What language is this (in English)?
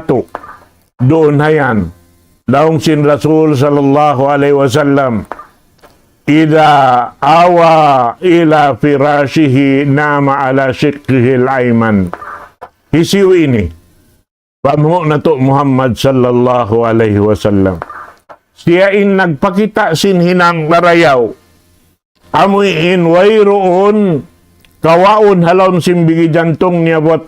Tausug